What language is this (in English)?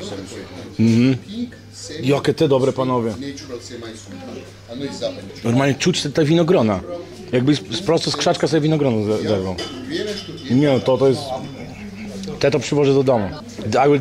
Polish